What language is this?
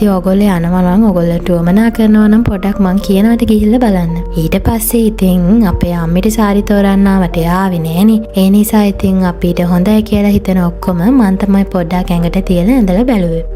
Sinhala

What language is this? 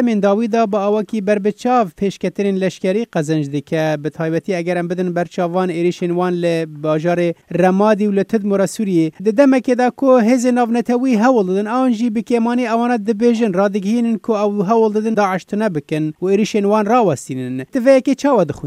Kurdish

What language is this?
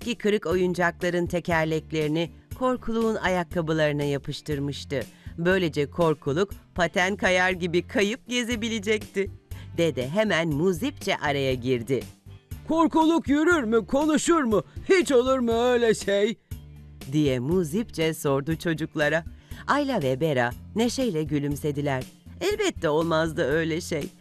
Turkish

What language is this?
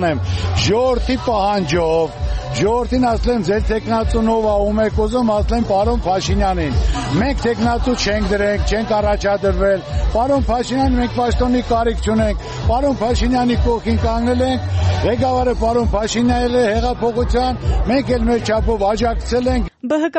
Armenian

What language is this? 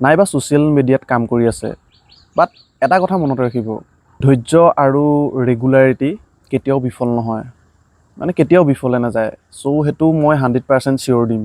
Assamese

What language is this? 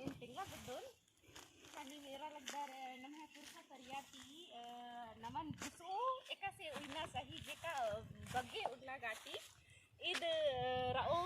Kurukh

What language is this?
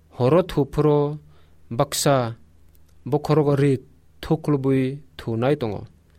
Kok Borok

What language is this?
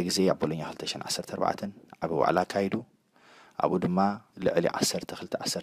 Tigrinya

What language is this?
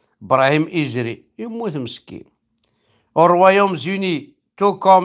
Kabyle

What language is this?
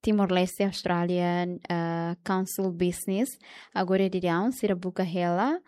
Tetum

